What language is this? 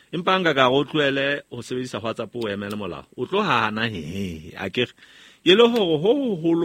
Southern Sotho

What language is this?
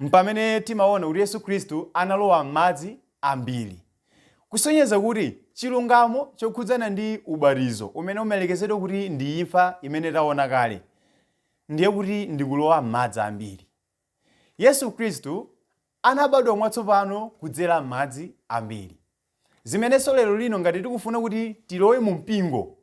Nyanja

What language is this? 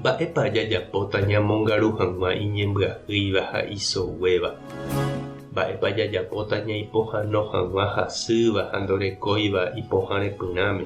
Guarani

